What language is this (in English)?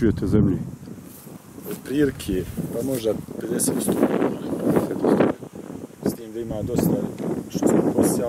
Bosnian